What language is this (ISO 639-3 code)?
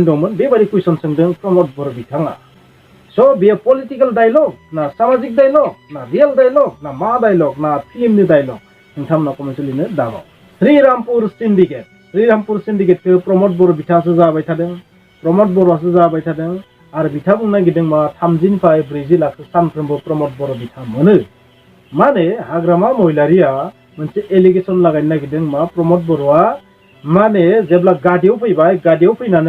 brx